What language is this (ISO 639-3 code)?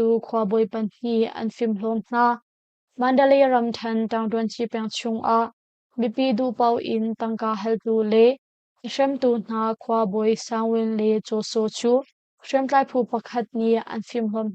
cnh